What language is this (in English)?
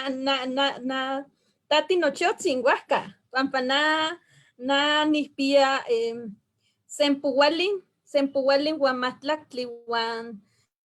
Eastern Huasteca Nahuatl